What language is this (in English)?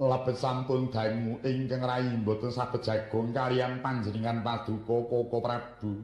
Javanese